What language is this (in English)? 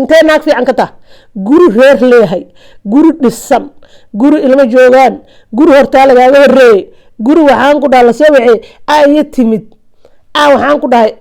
Somali